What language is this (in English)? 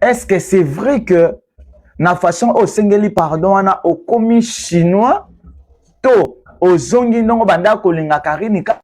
Lingala